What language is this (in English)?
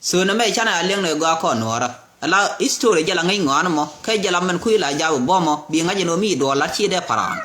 Nuer